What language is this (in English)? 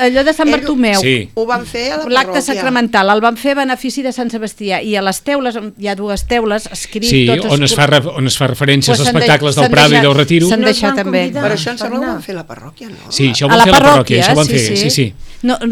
Catalan